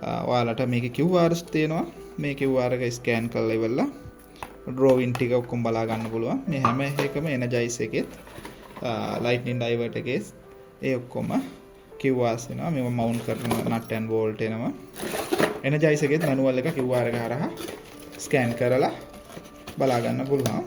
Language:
Sinhala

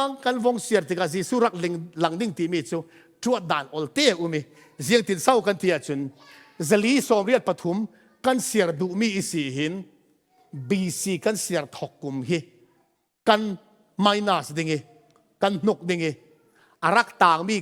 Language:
Falam Chin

